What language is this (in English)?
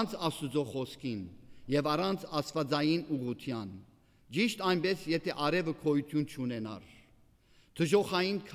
Armenian